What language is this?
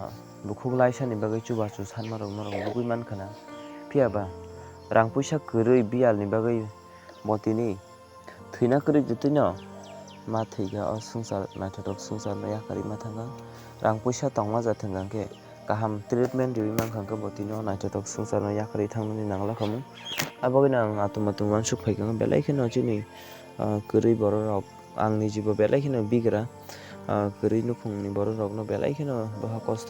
Kok Borok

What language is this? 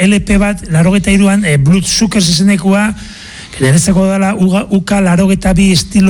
Basque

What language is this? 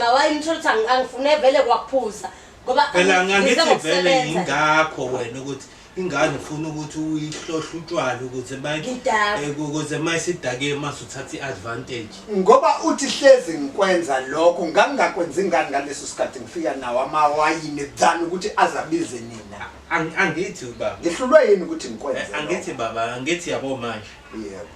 Zulu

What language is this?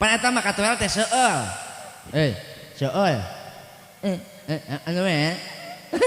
Sundanese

